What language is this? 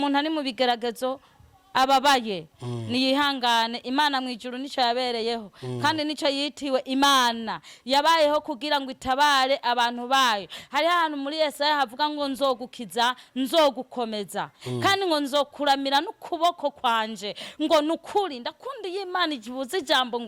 Rundi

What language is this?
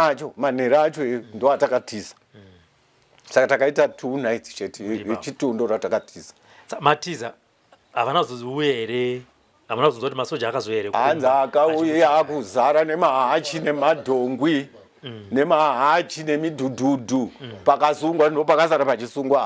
Shona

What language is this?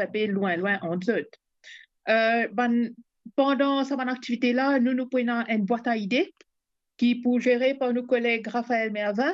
Morisyen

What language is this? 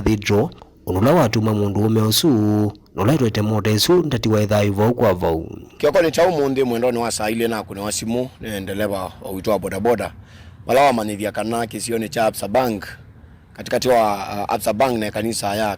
Kamba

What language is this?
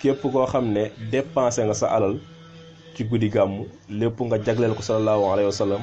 Wolof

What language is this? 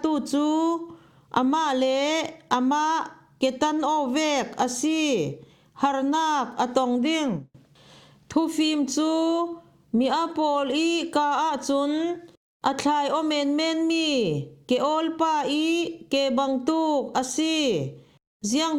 Falam Chin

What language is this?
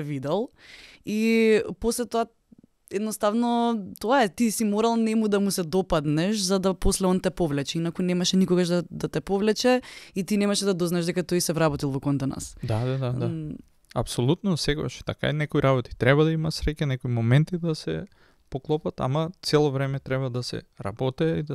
Macedonian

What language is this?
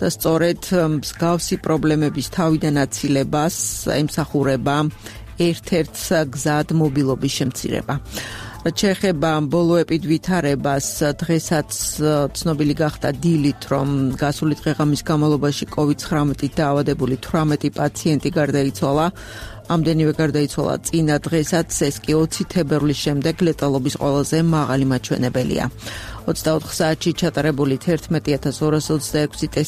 Georgian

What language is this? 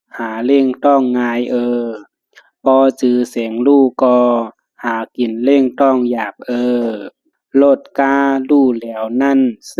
Shan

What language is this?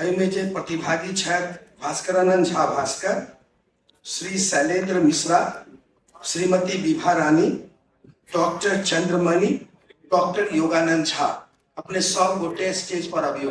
Maithili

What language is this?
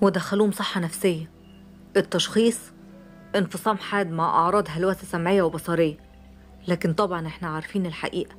Egyptian Arabic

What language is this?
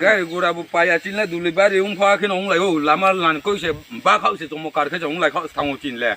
Riang (India)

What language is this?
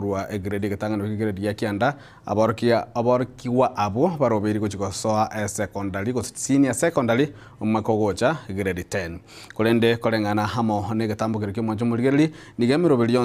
Gusii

